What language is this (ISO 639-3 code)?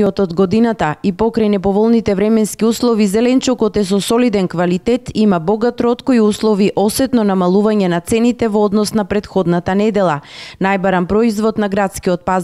mkd